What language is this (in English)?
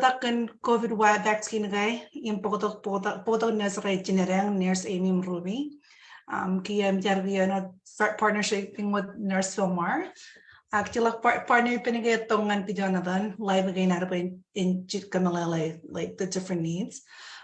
Marshallese